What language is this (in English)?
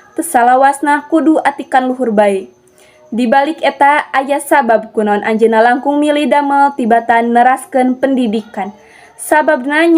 Sundanese